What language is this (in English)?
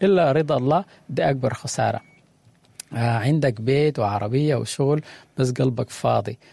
Sudanese Arabic